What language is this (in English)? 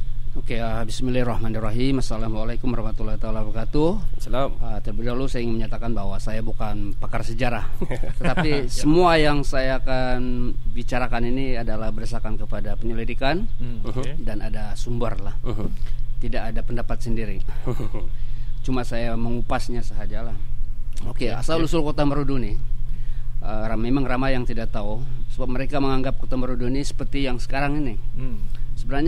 Malay